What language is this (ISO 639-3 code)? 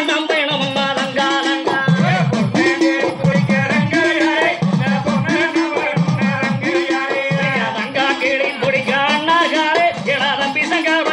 tam